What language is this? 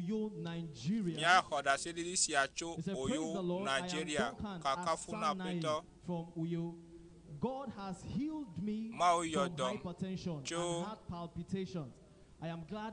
Ewe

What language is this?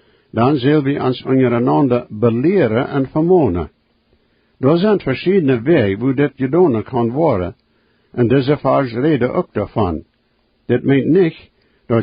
Plautdietsch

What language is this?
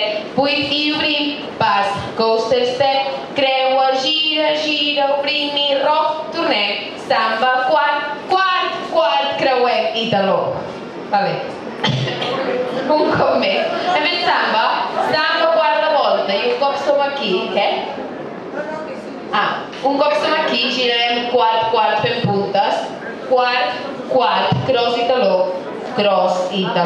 Catalan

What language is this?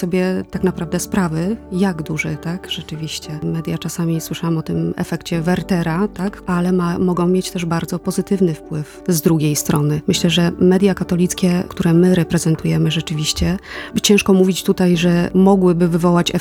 Polish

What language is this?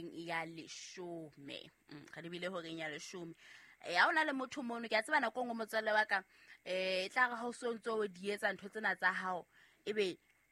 Southern Sotho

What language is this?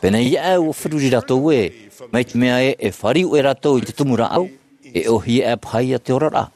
Tahitian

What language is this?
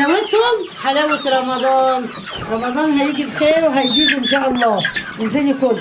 Egyptian Arabic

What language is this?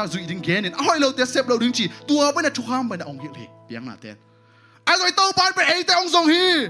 Tedim Chin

